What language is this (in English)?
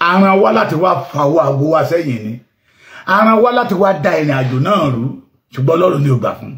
Yoruba